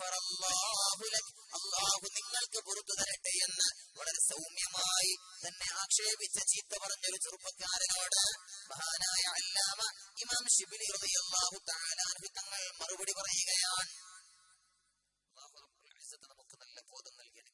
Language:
Malayalam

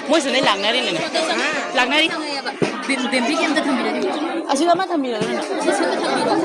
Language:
Manipuri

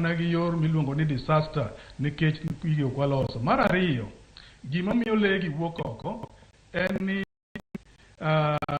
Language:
Luo (Kenya and Tanzania)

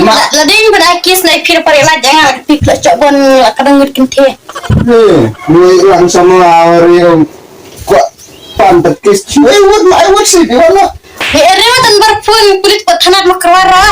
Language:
Khasi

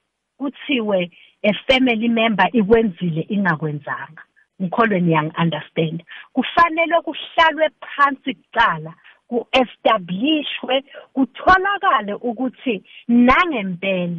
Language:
South Ndebele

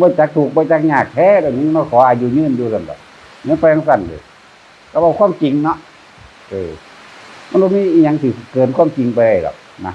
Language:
Northeastern Thai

